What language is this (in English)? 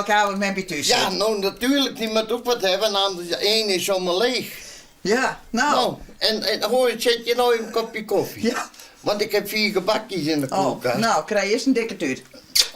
Western Frisian